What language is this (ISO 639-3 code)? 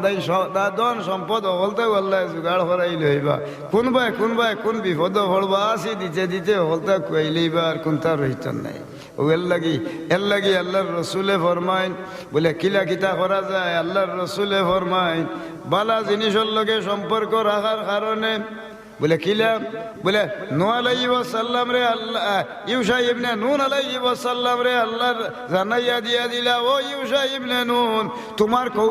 syl